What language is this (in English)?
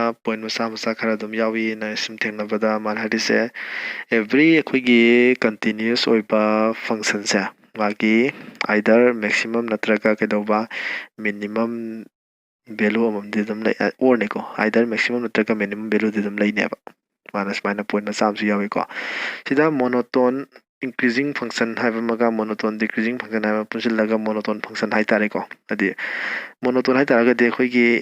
Manipuri